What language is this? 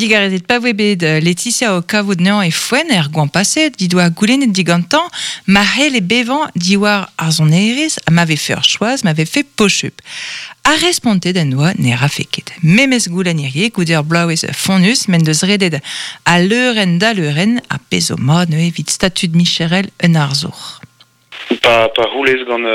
Breton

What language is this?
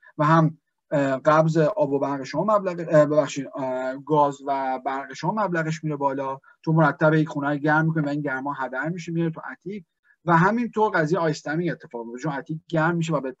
Persian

